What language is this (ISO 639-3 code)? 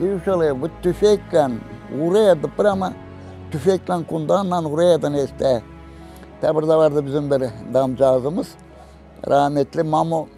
gag